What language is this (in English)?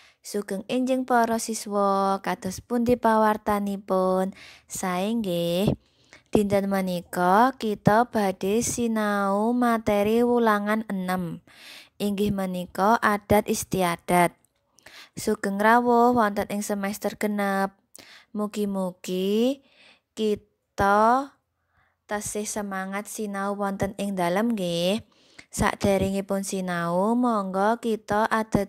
Javanese